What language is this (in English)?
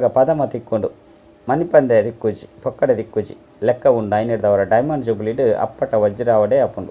Tulu